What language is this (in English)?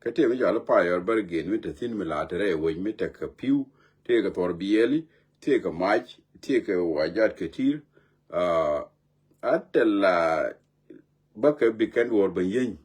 Nuer